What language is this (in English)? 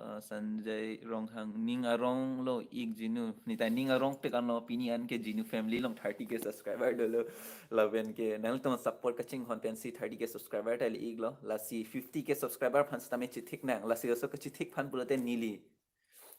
Karbi